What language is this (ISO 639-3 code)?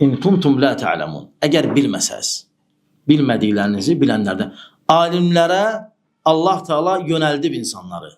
aze